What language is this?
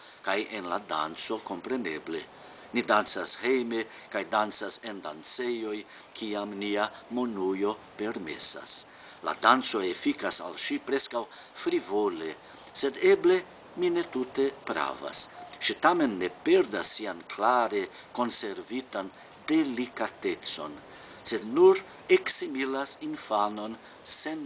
Esperanto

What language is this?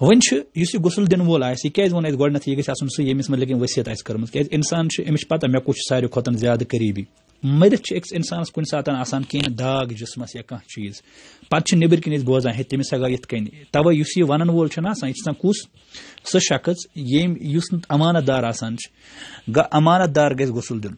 Kashmiri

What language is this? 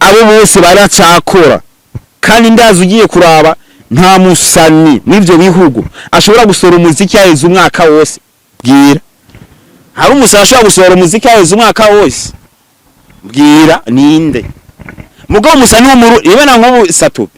Rundi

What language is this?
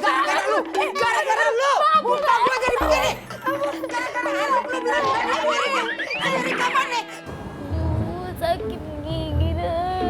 Betawi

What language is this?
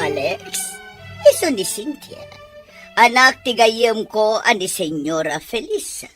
Iloko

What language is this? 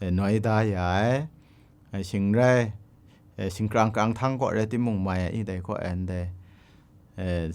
Kachin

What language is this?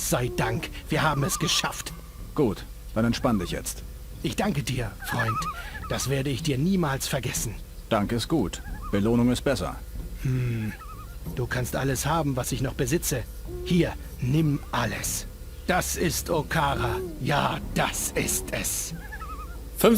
Bavarian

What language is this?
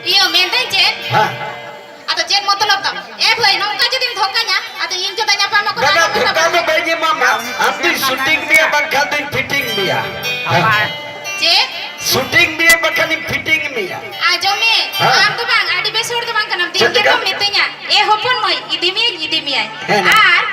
Santali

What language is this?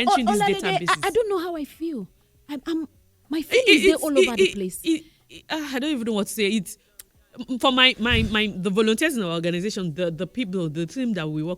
Nigerian Pidgin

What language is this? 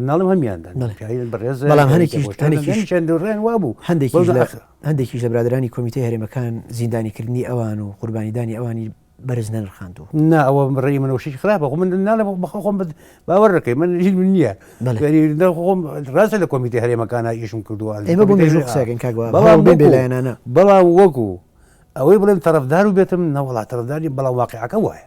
Central Kurdish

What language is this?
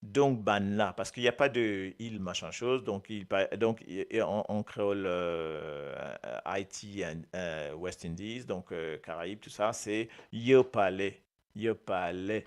Morisyen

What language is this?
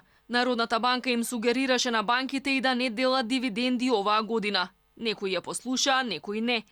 Macedonian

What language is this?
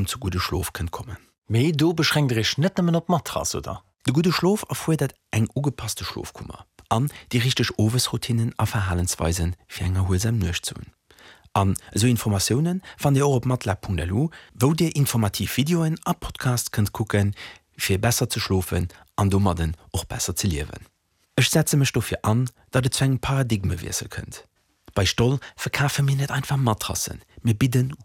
Luxembourgish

